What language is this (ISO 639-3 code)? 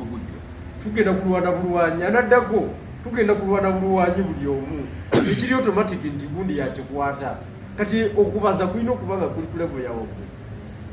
lug